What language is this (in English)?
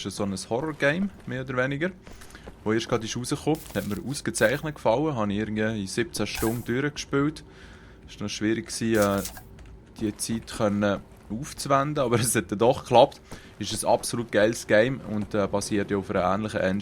Swiss German